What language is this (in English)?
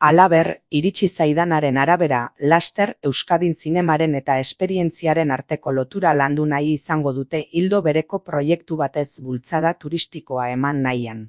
Basque